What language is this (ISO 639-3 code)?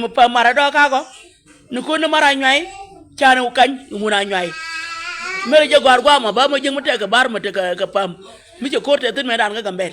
nus